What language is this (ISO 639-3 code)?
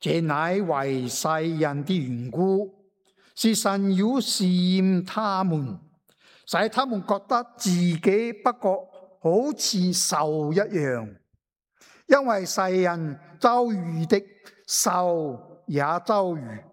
yue